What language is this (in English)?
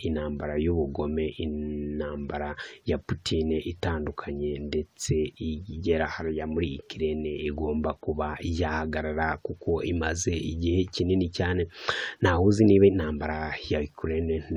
Kinyarwanda